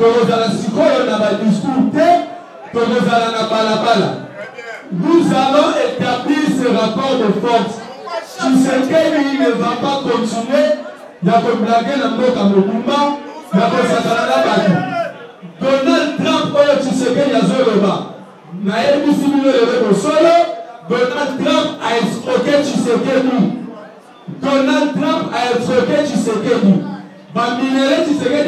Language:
Lingala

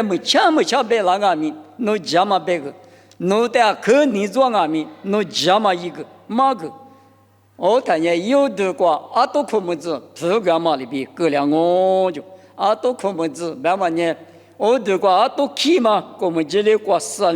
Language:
Lisu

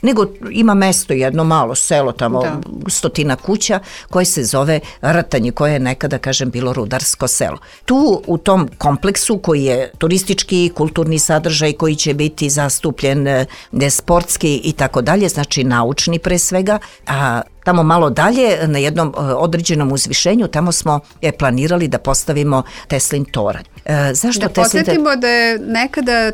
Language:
Serbian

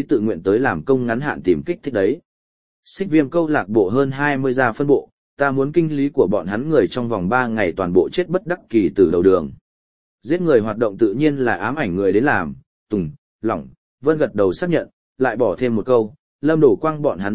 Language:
Vietnamese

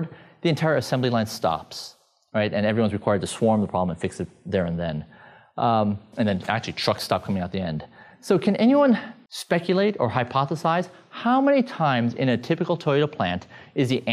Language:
English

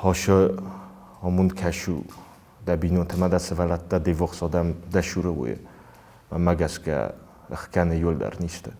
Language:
Ossetic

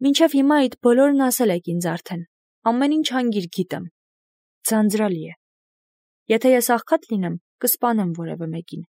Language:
Armenian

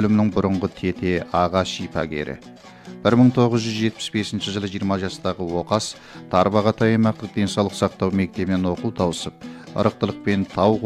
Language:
Kazakh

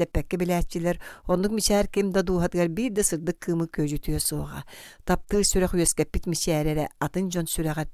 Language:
Yakut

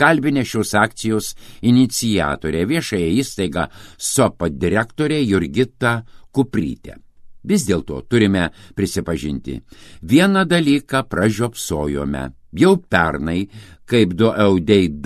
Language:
Lithuanian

